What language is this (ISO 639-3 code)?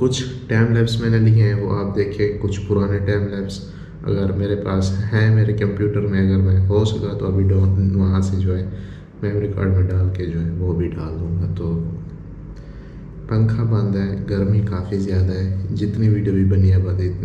hin